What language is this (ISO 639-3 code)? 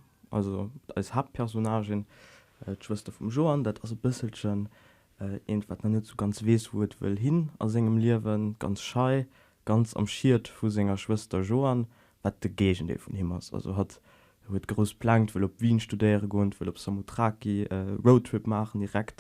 ltz